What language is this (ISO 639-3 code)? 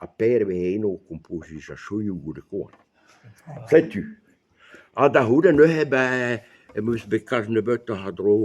bre